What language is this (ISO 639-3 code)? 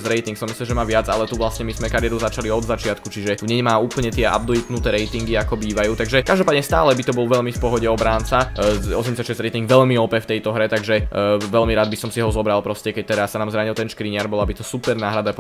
slk